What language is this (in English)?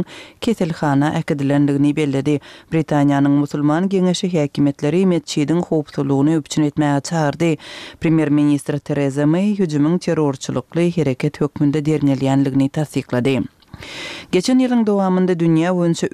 Turkmen